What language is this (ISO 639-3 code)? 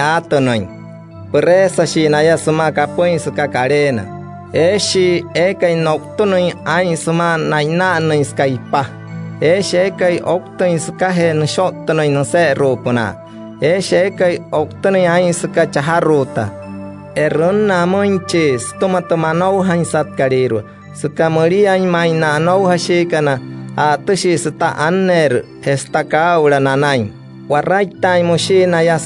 guc